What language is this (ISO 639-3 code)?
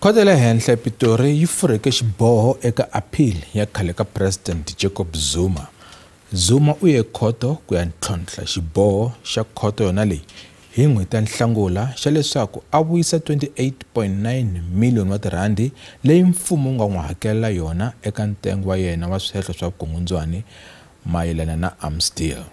tso